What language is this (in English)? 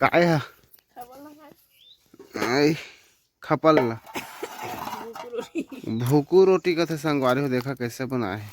Chhattisgarhi